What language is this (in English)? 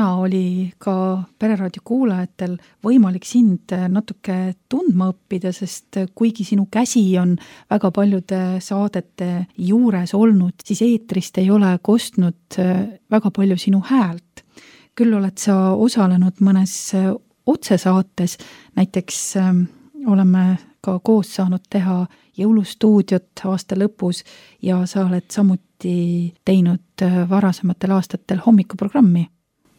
Estonian